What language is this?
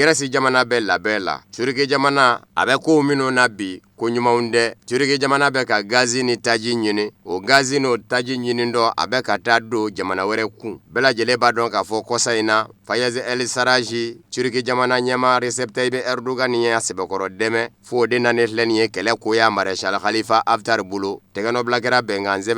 Bambara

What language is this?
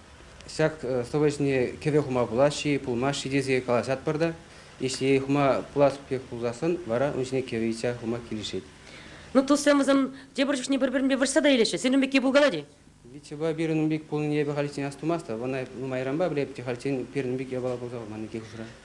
Chuvash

